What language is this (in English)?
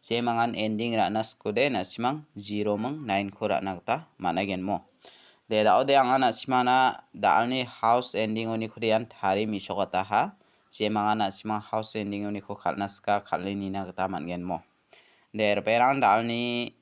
Garo